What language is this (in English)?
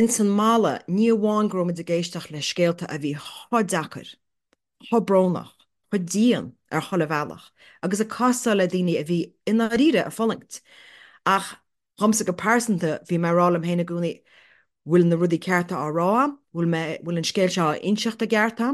Irish